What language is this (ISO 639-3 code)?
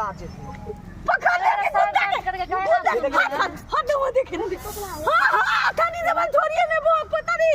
mai